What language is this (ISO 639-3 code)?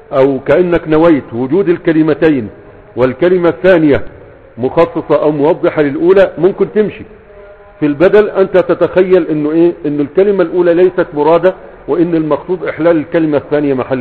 ara